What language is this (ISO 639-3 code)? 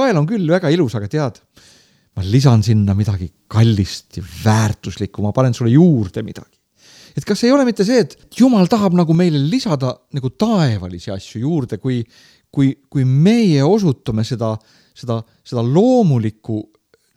est